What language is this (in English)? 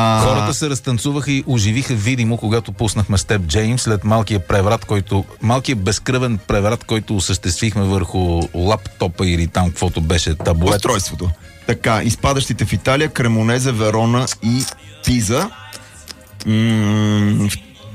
Bulgarian